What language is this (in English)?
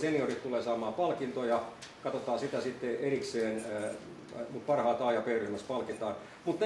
Finnish